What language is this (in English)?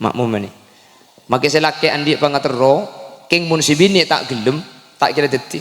Madurese